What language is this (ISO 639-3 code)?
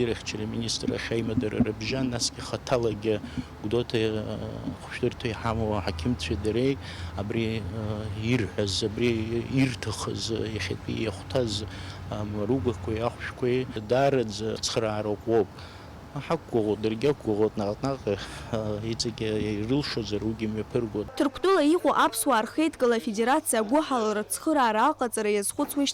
abk